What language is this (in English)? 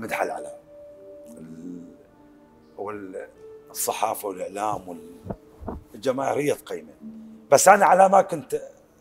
Mesopotamian Arabic